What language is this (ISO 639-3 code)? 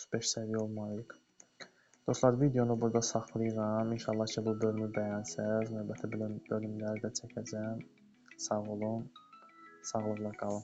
aze